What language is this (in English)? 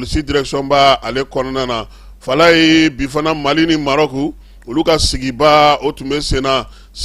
Bambara